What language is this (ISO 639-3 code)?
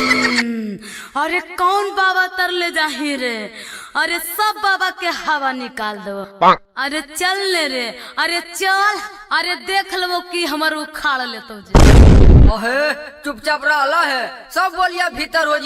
mag